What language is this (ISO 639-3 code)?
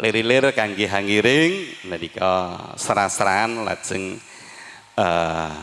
jav